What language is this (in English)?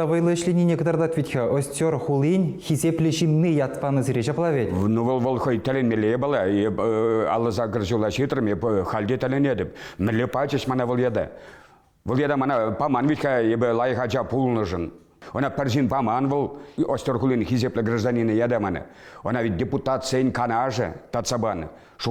Chuvash